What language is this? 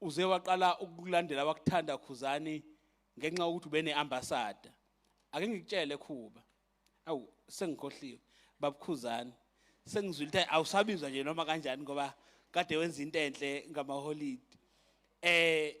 Zulu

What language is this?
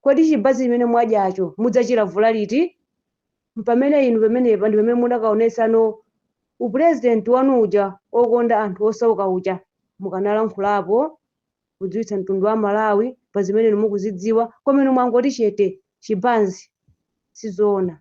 Nyanja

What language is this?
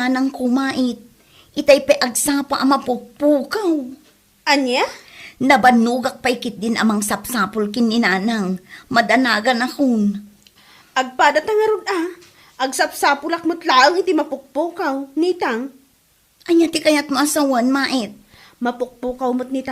Iloko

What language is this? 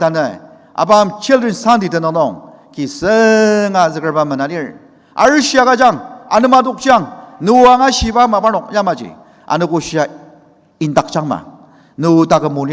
Ao Naga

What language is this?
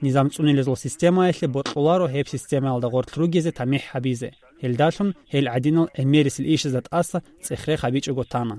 Avaric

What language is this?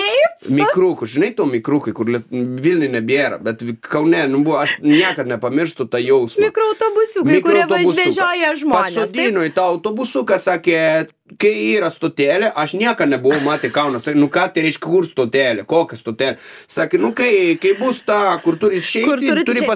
Lithuanian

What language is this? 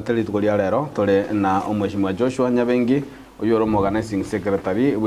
Gusii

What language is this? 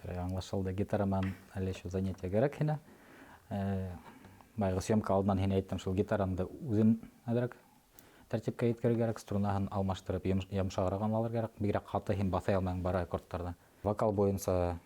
Bashkir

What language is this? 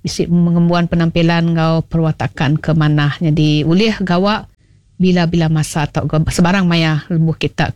Iban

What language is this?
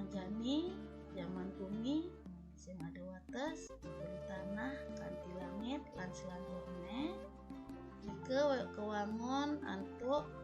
Balinese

